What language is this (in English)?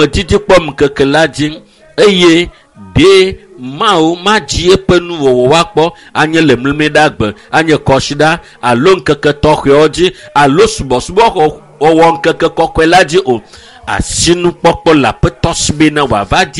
Ewe